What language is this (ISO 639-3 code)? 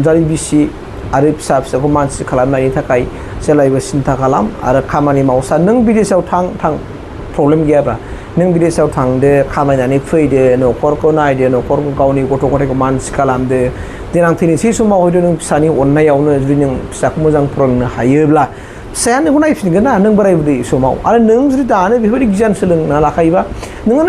brx